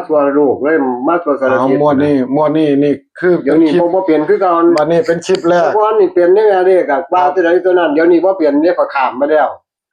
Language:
Northeastern Thai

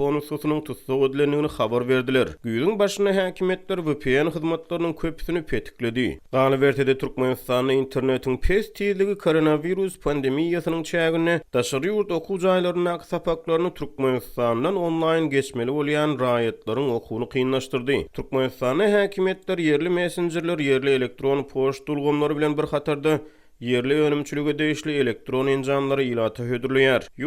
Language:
Turkmen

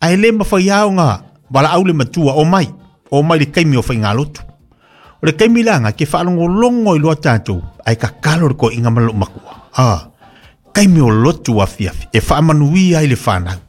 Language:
Samoan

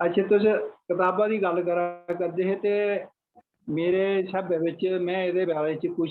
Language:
Dogri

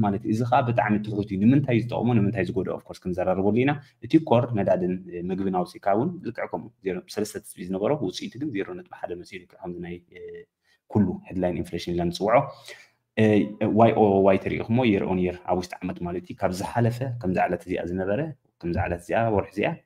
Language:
Tigrinya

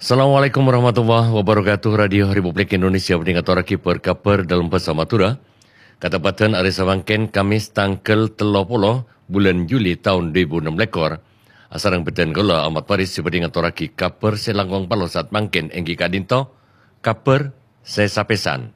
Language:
Madurese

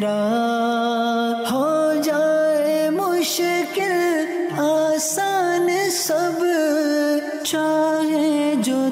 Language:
Urdu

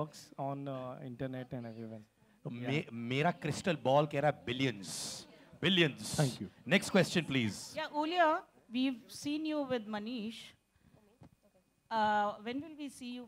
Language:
Hindi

